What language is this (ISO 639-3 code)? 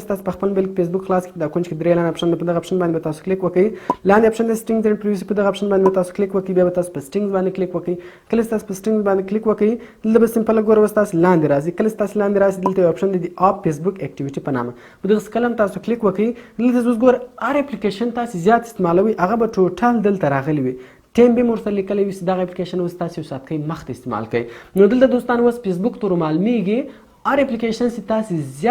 pus